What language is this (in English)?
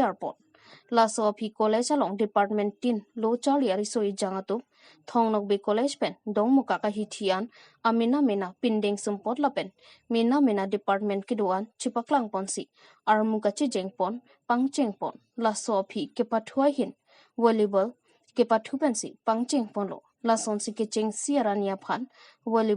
Karbi